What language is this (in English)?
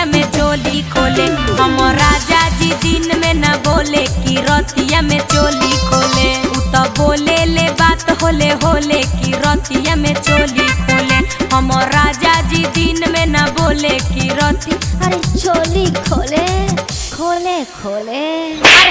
Magahi